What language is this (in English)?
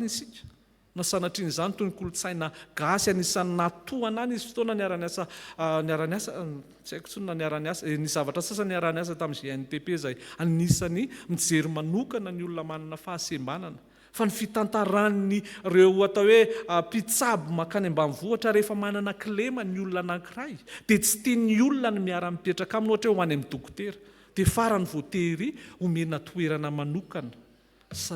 Malagasy